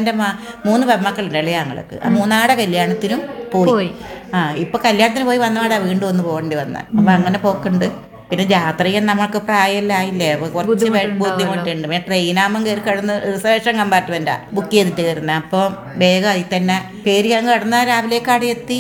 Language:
Malayalam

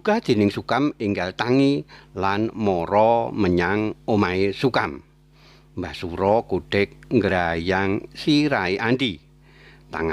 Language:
Javanese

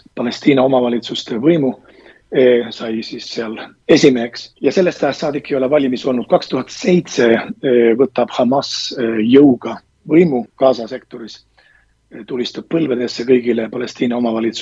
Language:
Estonian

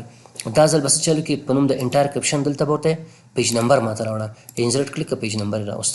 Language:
Pashto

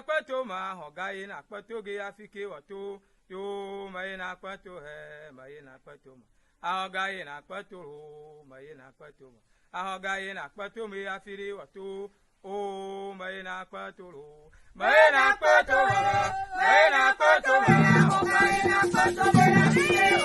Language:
Ewe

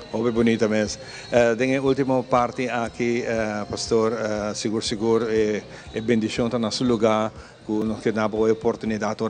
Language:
Papiamento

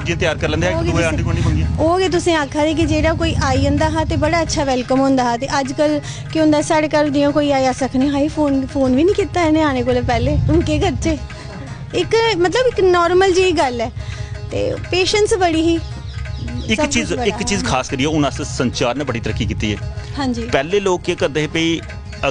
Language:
Dogri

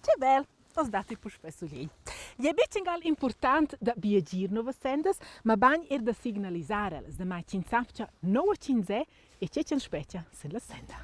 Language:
Romansh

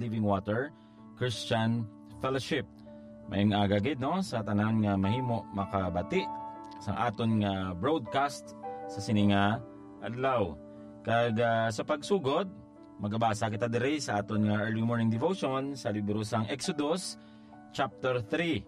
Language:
Hiligaynon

